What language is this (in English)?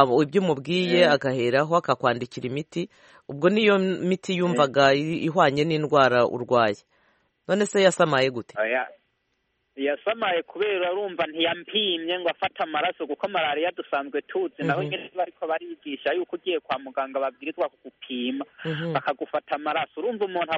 Kinyarwanda